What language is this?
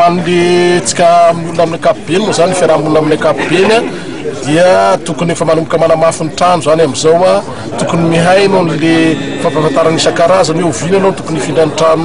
Malagasy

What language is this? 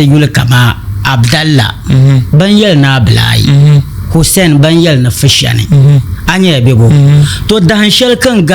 Dagbani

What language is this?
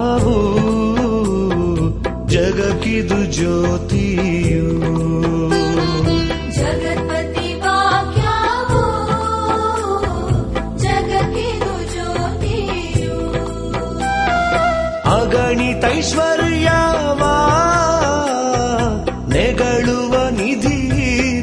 Kannada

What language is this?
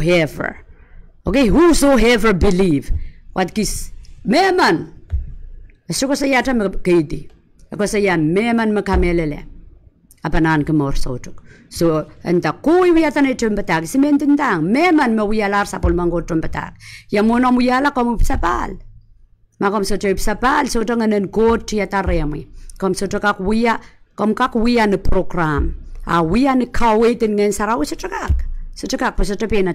Pohnpeian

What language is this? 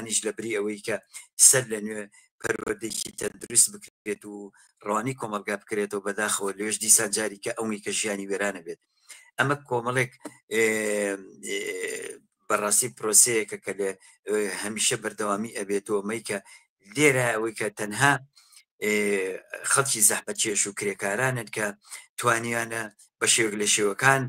Central Kurdish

